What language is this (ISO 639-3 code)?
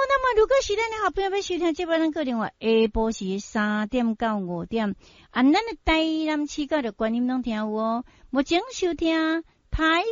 nan